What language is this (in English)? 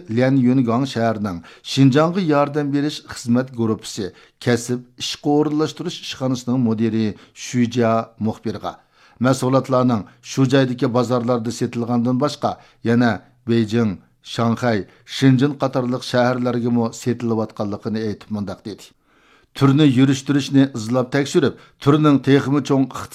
Uyghur